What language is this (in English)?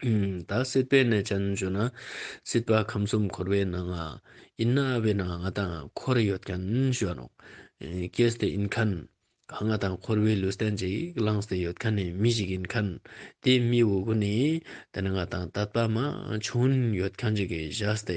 Ladakhi